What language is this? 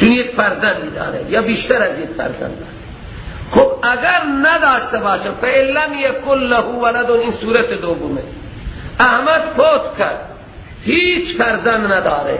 Persian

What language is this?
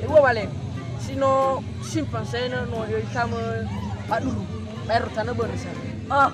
Nias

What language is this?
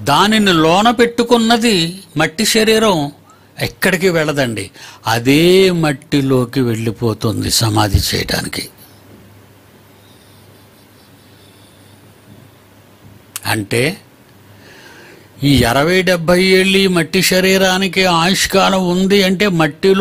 Telugu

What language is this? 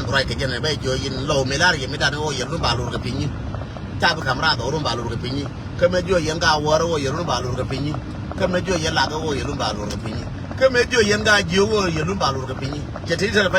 Nuer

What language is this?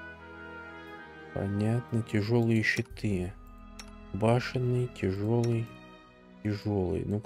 Russian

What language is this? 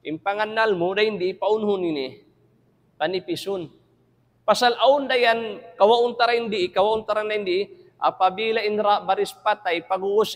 Tausug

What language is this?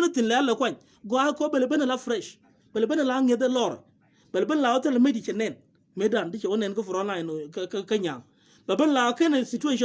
Nuer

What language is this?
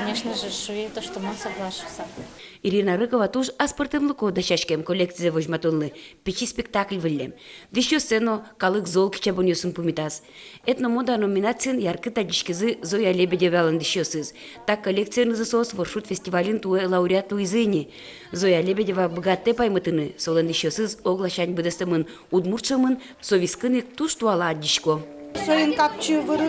Udmurt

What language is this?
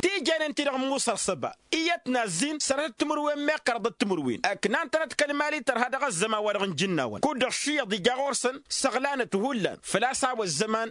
Tamasheq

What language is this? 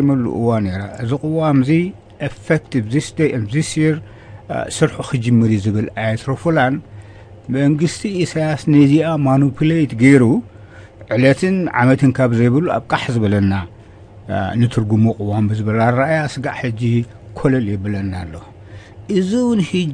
Tigrinya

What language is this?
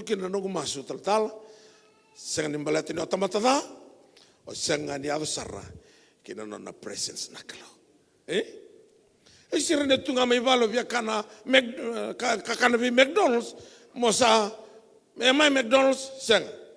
Fijian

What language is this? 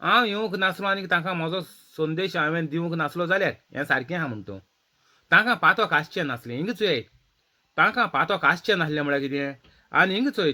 Konkani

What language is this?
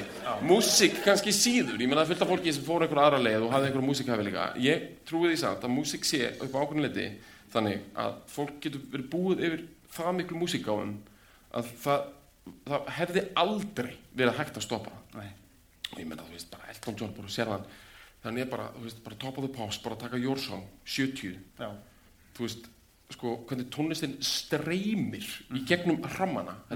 Icelandic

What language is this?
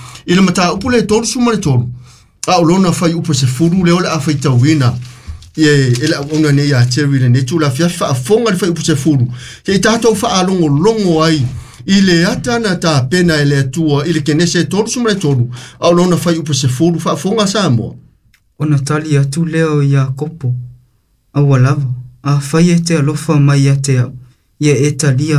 Samoan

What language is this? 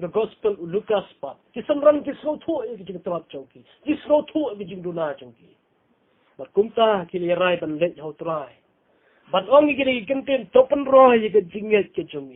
Khasi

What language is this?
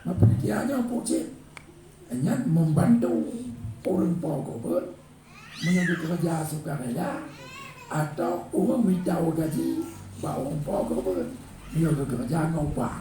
Achinese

